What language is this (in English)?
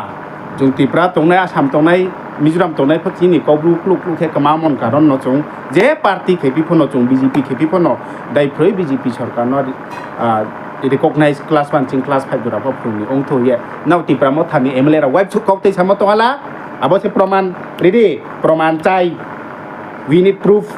Riang (India)